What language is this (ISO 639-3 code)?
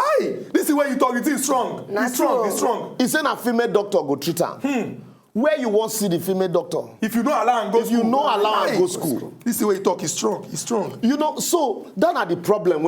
pcm